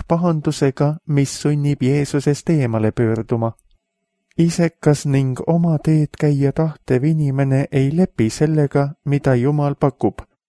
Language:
Estonian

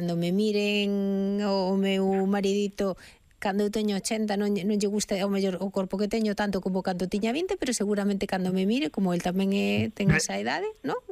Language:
Galician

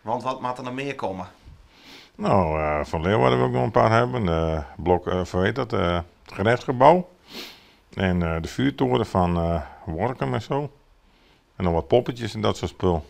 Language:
Western Frisian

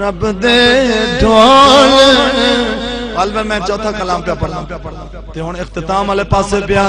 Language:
Saraiki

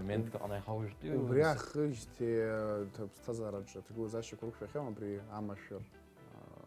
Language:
Abkhazian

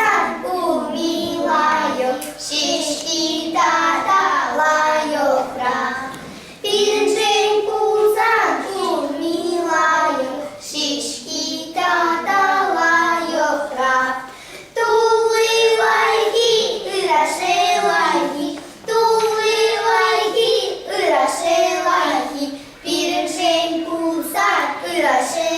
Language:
Chuvash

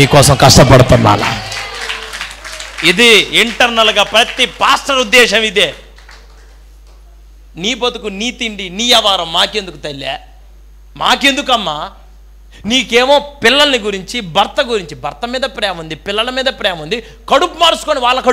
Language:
Telugu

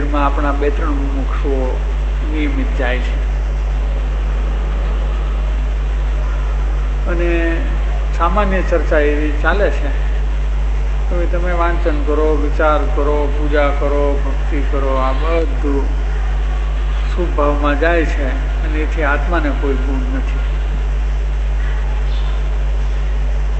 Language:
Gujarati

